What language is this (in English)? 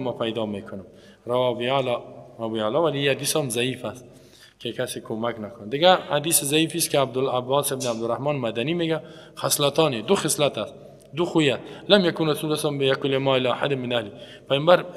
Persian